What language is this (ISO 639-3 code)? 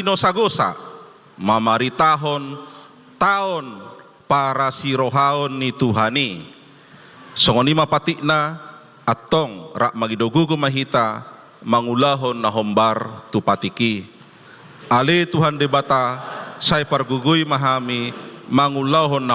bbc